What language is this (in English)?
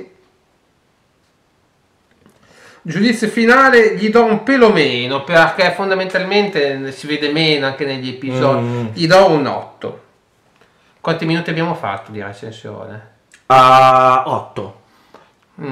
Italian